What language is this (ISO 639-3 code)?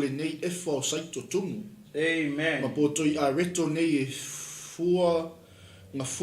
smo